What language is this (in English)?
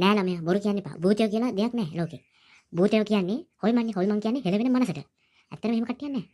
Sinhala